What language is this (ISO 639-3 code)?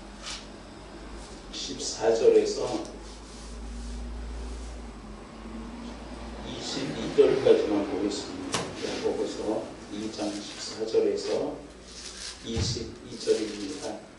kor